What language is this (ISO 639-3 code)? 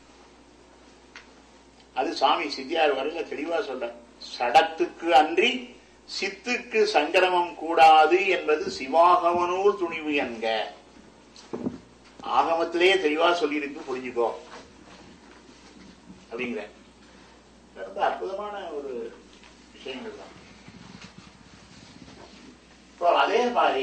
tam